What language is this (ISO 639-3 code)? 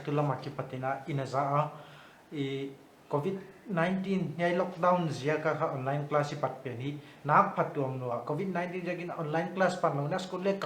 pck